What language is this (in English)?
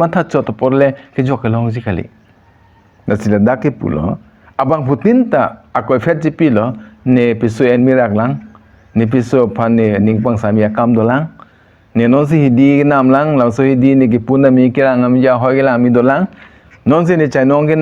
Karbi